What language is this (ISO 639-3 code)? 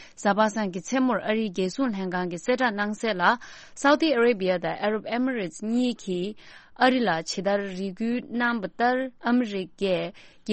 bod